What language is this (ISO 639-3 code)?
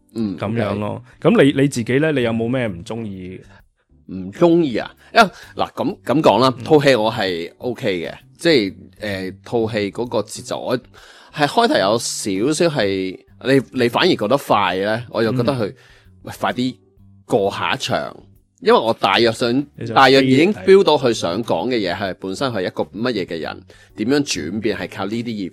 yue